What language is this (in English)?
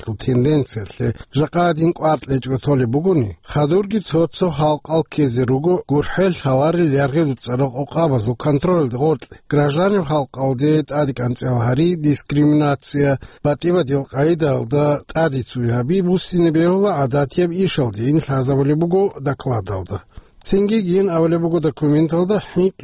Avaric